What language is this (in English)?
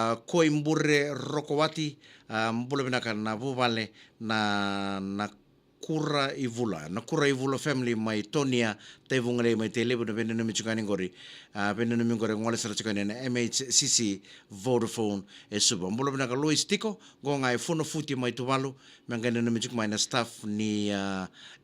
Fijian